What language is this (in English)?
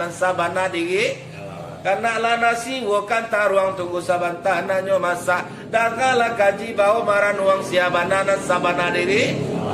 Minangkabau